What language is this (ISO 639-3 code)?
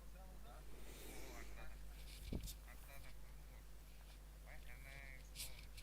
kaa